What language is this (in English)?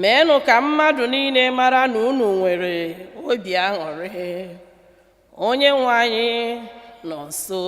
Igbo